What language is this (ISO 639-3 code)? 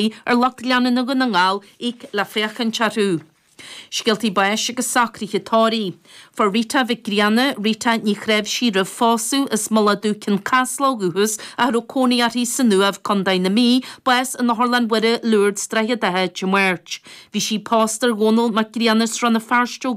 gle